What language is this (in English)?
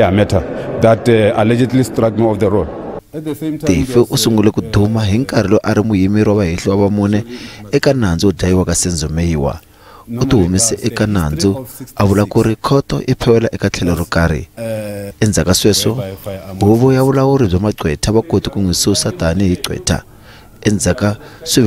Tsonga